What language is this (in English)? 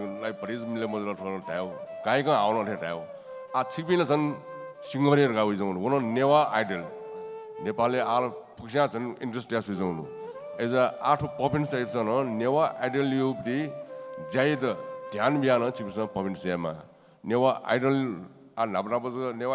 Newari